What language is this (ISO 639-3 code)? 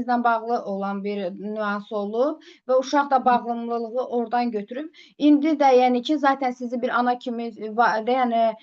aze